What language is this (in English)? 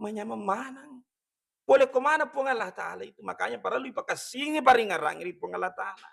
Buginese